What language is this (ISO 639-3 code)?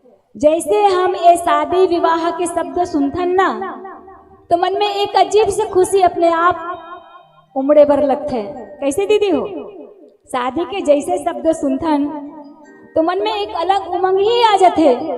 hne